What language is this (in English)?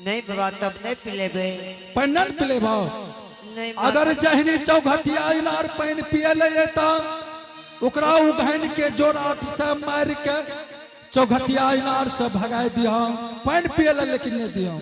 Angika